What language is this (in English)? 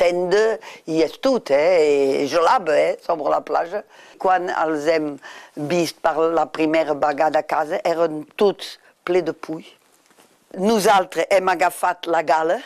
Catalan